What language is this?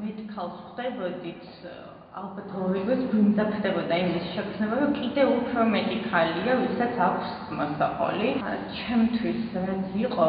Georgian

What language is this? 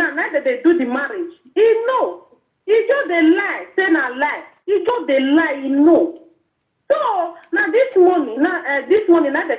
Nigerian Pidgin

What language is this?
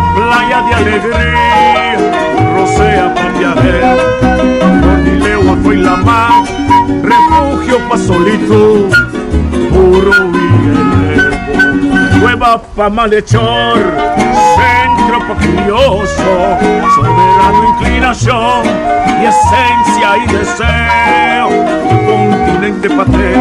Papiamento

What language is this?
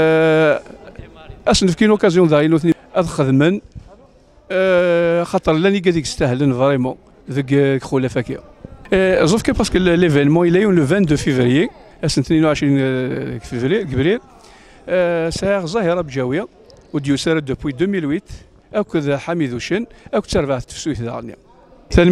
Kabyle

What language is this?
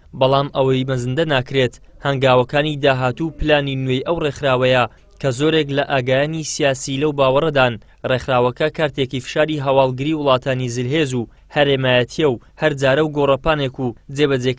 Central Kurdish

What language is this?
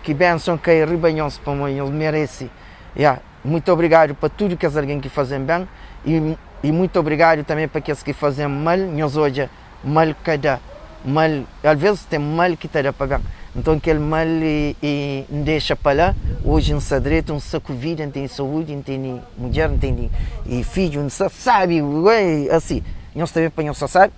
Kabuverdianu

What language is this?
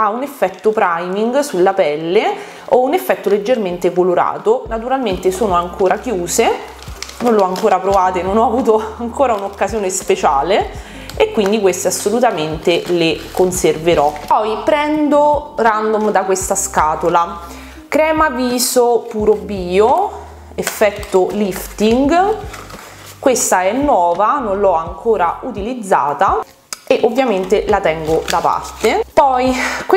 Italian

